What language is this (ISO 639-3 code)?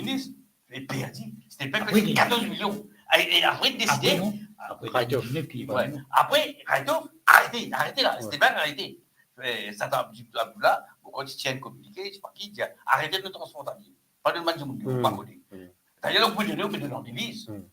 mfe